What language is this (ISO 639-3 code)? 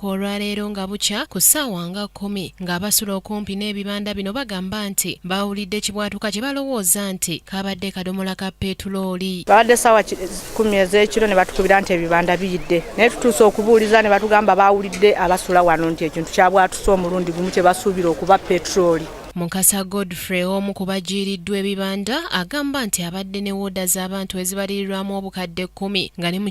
lug